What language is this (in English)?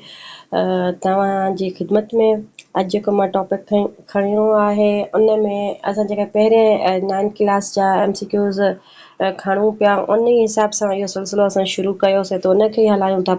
Sindhi